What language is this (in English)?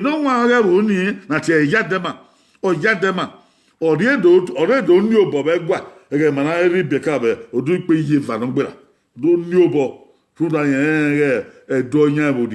Bini